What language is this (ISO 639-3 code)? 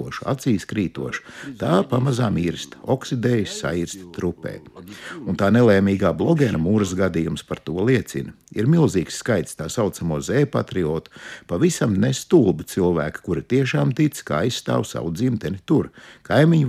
lav